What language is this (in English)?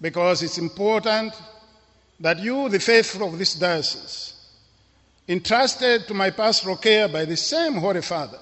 English